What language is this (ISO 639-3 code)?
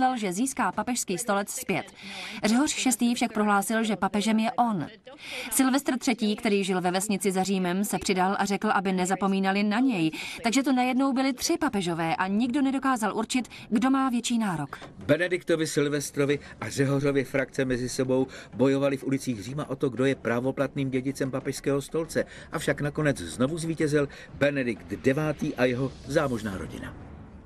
ces